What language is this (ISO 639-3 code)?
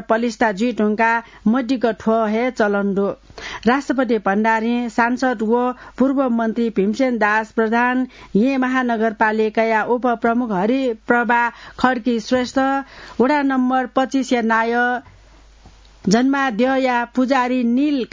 new